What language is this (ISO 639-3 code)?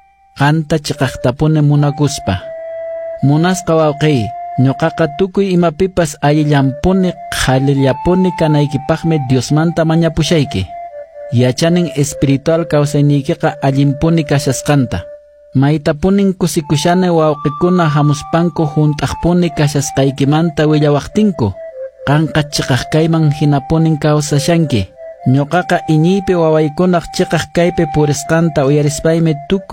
que